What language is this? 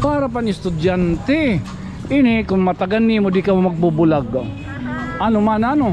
Waray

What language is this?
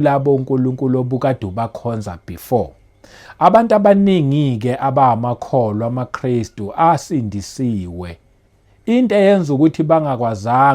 Zulu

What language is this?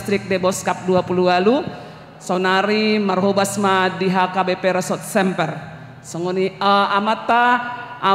Batak Toba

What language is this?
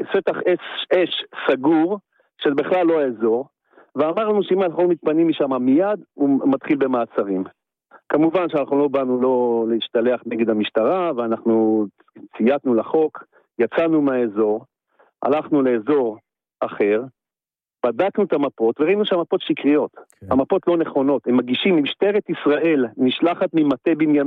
Hebrew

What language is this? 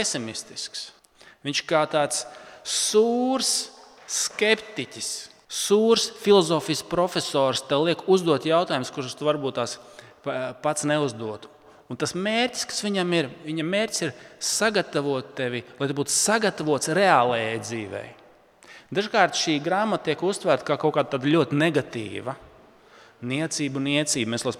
Latvian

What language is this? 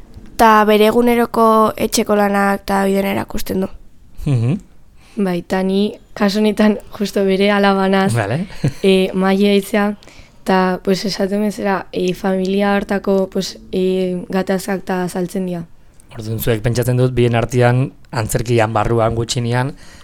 Basque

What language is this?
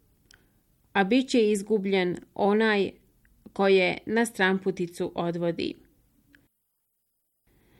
Bosnian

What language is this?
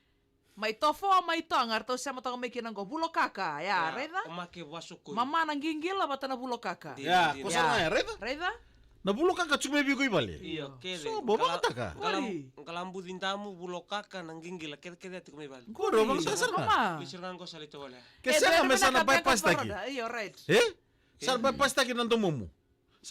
Fijian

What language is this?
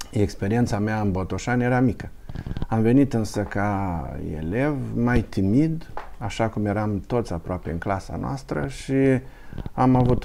Romanian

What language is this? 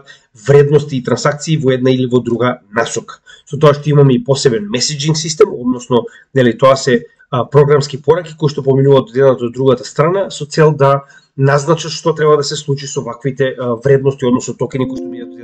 Macedonian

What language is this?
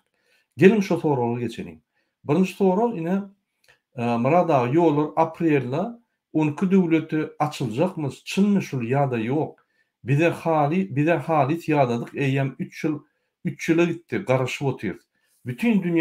Turkmen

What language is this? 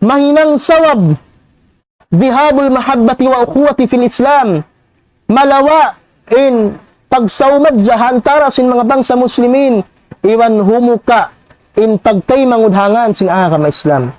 Tausug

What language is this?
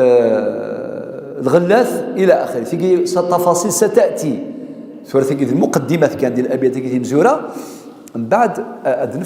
Kabyle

